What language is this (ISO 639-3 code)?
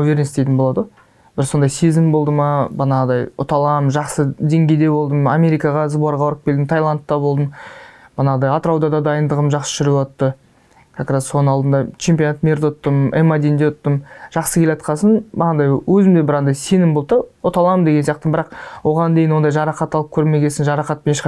kaz